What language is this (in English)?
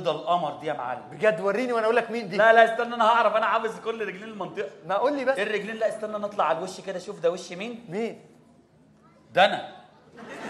Egyptian Arabic